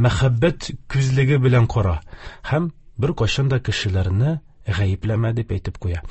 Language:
Tatar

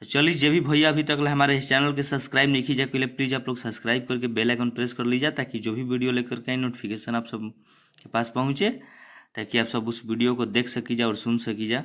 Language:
Bhojpuri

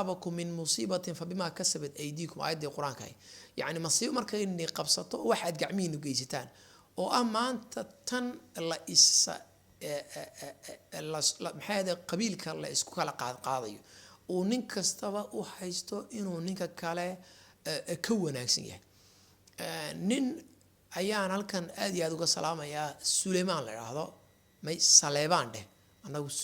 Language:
Somali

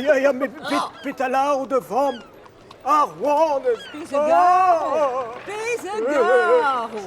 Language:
Breton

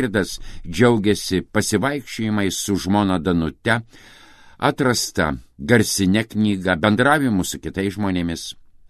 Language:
Lithuanian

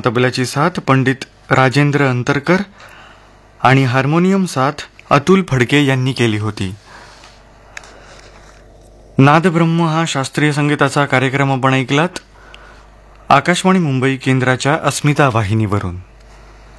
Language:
Marathi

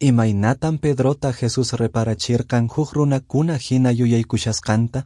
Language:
Quechua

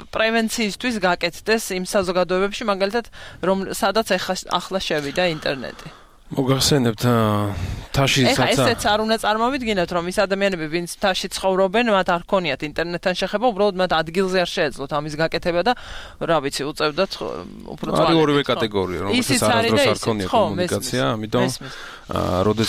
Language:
Georgian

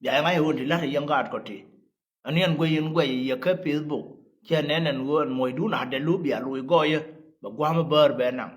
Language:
Nuer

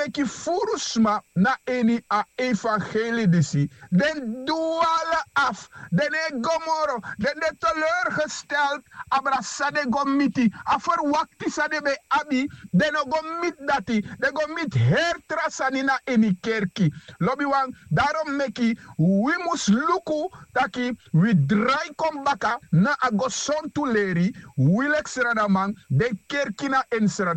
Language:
Sranan Tongo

